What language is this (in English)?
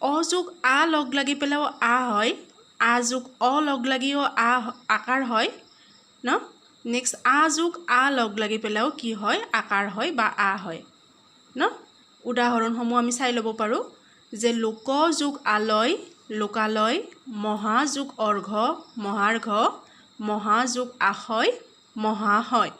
Assamese